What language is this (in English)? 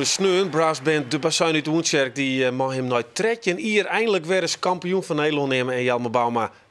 Western Frisian